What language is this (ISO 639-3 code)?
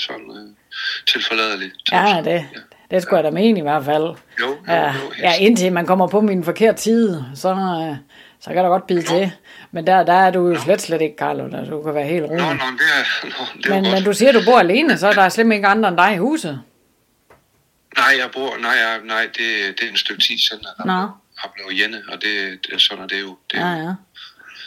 dan